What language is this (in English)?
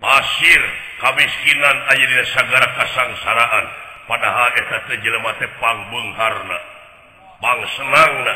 Sundanese